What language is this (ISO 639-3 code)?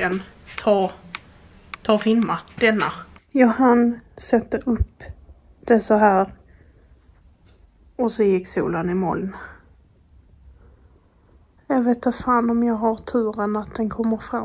swe